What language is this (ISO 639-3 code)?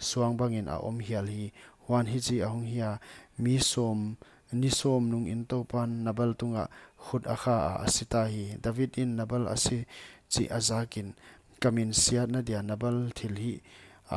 pck